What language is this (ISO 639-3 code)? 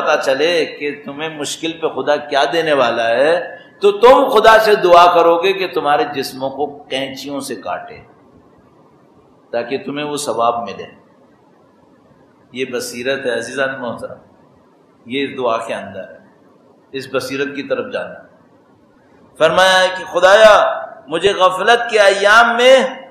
urd